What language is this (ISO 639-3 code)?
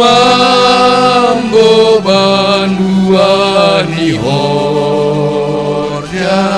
bts